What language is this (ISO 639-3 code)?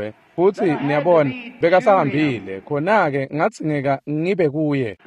ssw